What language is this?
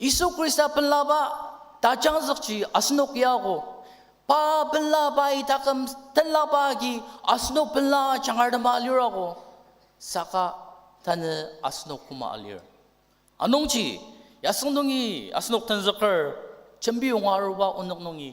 Ao Naga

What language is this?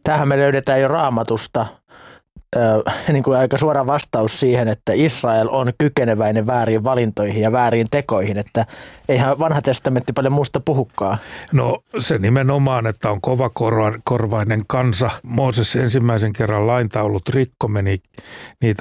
Finnish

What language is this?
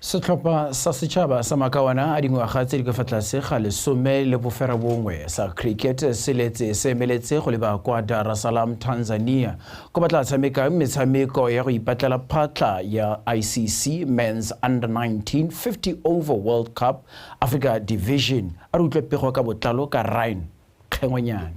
Tswana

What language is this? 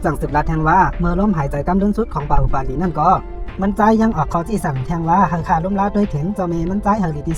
Shan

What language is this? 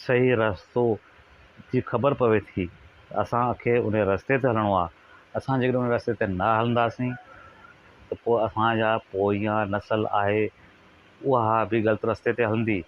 Sindhi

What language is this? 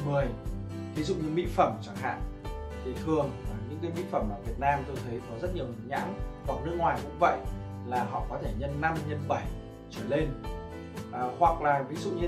Vietnamese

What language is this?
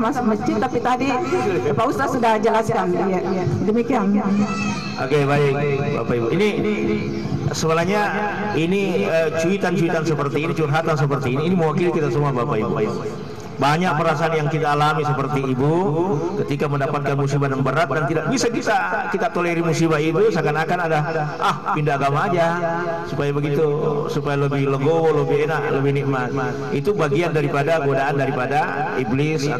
Indonesian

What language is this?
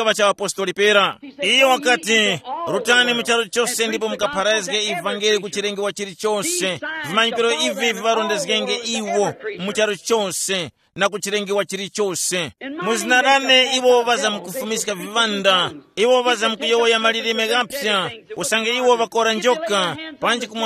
Tumbuka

